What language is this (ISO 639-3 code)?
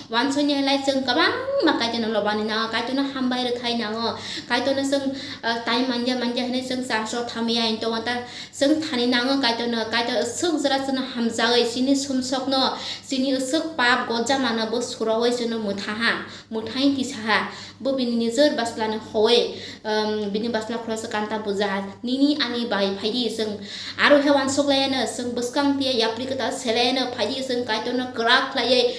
trp